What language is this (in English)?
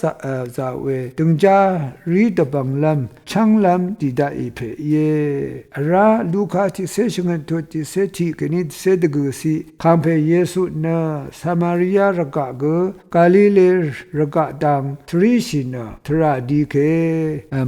Rawang